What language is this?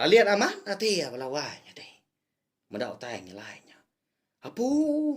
Iban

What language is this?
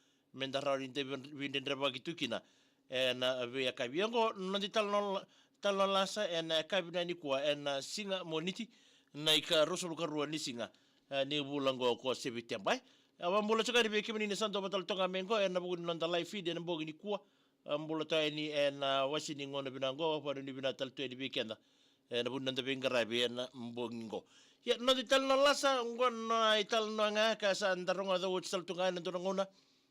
Fijian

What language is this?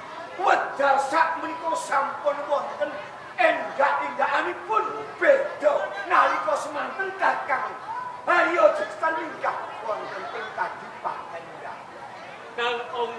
Javanese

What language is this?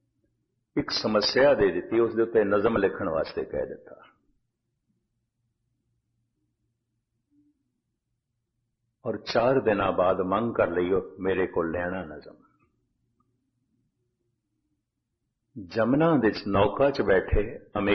Punjabi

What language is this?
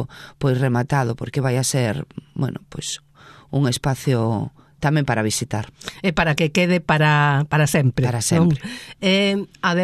Galician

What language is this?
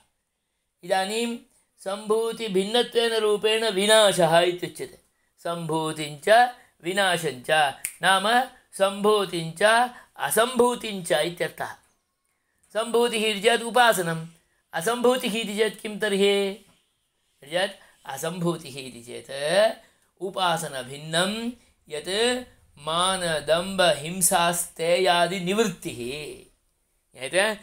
Sanskrit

